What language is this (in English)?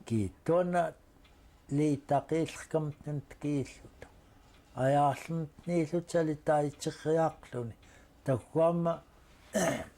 Central Yupik